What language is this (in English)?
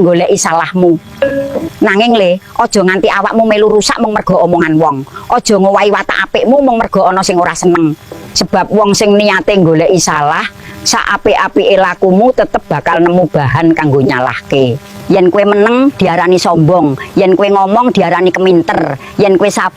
Javanese